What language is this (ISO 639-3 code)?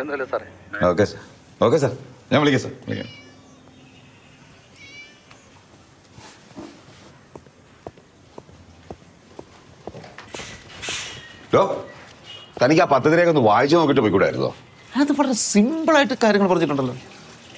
mal